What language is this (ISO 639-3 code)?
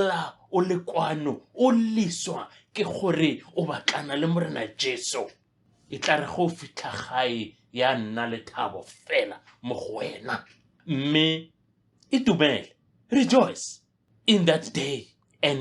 nso